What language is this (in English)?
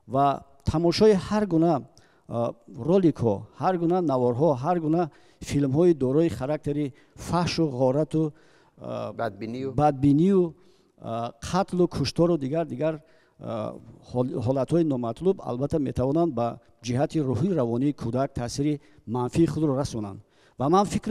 Tajik